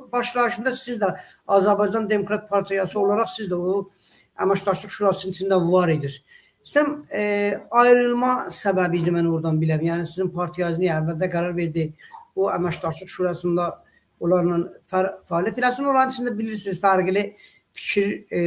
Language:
South Azerbaijani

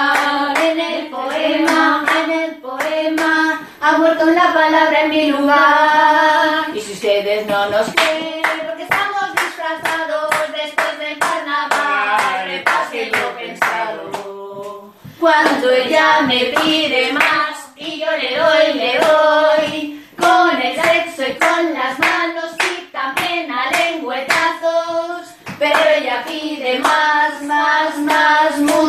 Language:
Spanish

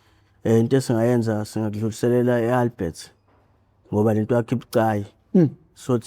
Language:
Zulu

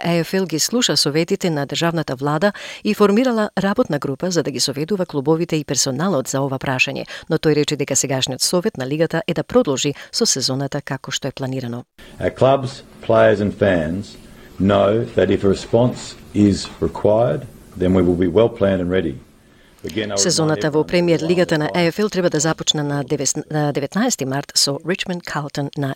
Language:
Macedonian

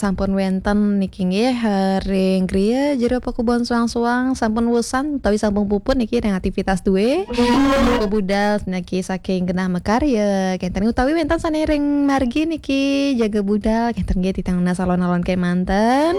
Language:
Balinese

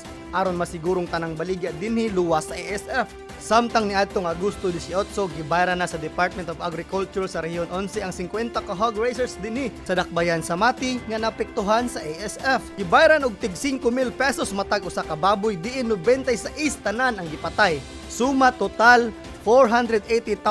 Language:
Cebuano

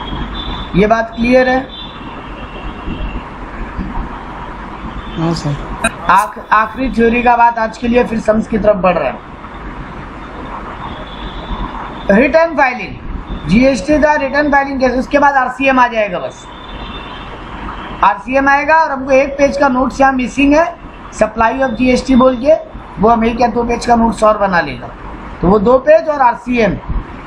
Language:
Hindi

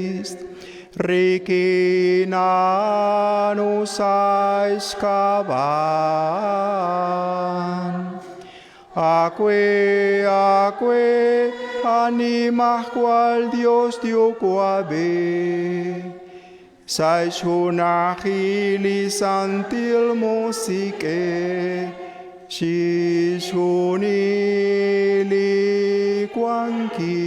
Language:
Kekchí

